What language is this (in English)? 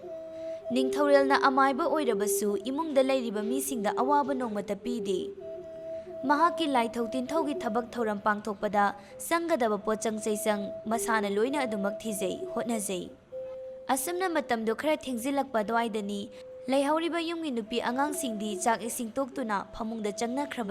Manipuri